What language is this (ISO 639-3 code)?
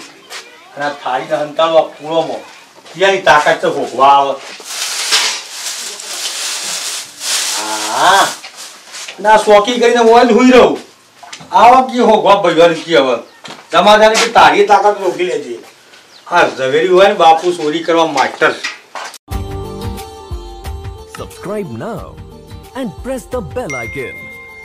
guj